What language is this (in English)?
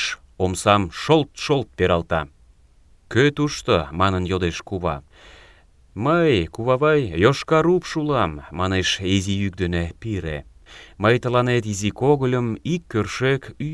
Mari